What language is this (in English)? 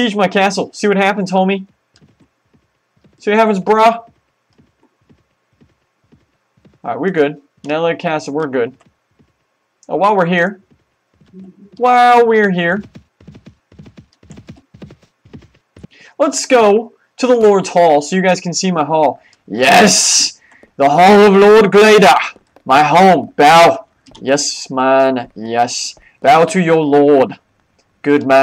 English